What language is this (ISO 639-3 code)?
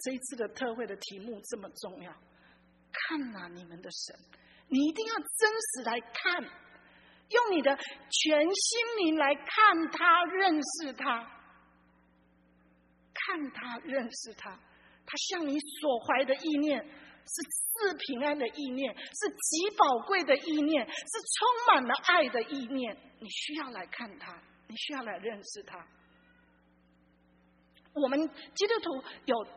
zho